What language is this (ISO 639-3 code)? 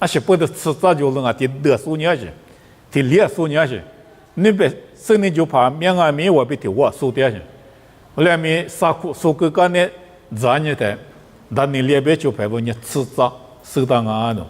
lis